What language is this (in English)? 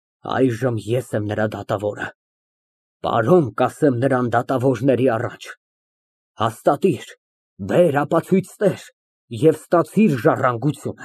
Armenian